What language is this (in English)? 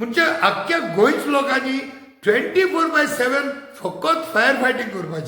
Konkani